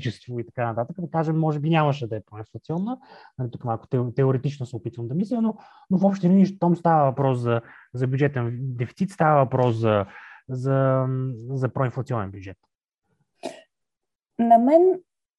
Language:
Bulgarian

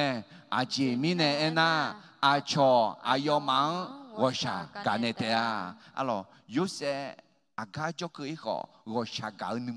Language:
Akha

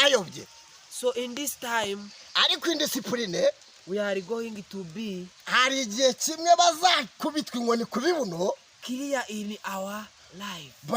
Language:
Kinyarwanda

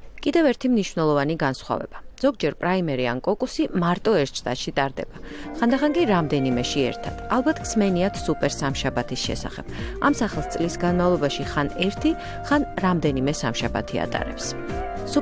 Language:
Georgian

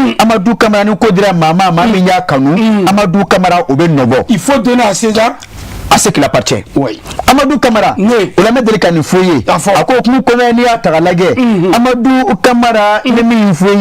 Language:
Bambara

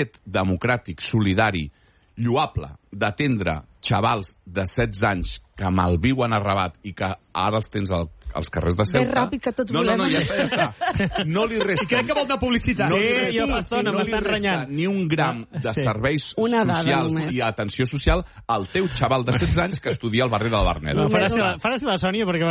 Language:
Catalan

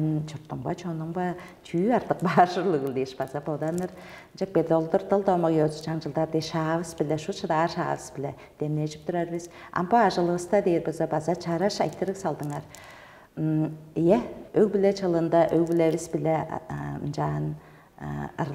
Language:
Tuvinian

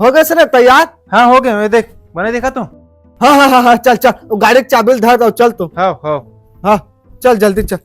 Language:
Chhattisgarhi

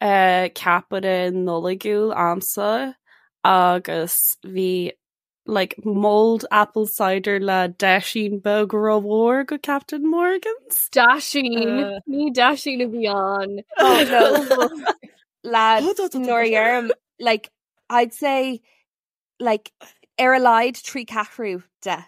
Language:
Irish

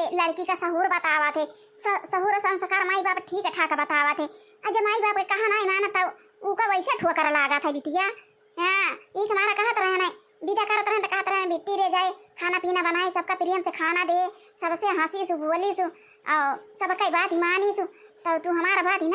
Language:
Awadhi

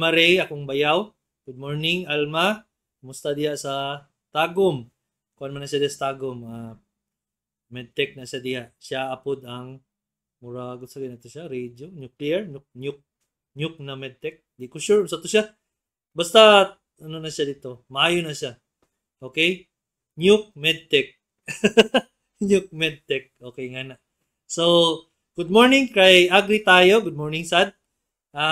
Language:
Cebuano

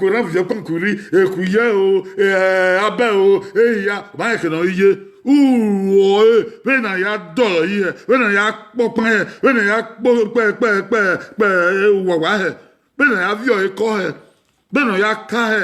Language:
Bini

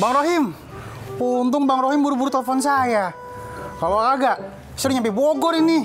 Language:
Betawi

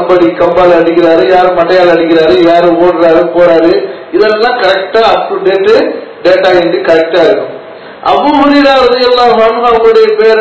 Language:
Tamil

